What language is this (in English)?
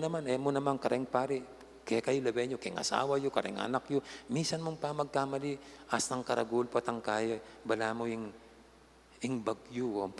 Pampanga